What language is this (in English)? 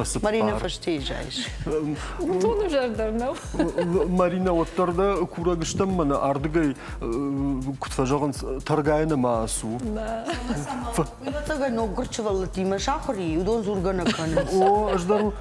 Ossetic